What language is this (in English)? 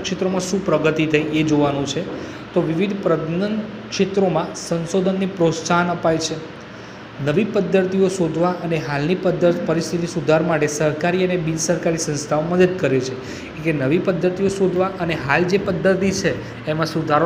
Gujarati